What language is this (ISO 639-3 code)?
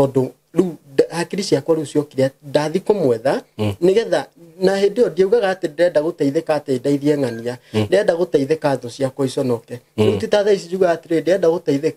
kik